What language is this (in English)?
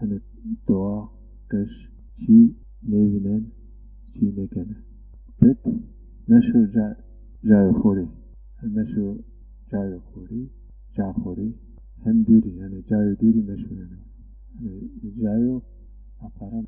Zaza